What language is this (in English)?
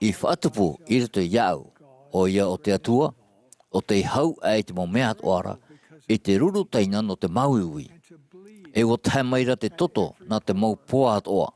Tahitian